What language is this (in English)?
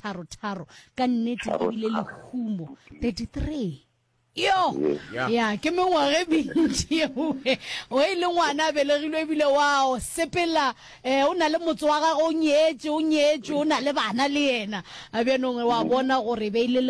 Northern Sotho